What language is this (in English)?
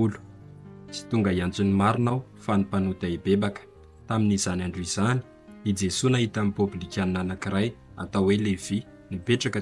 Malagasy